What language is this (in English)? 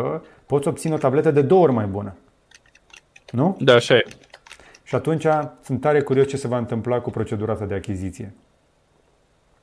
Romanian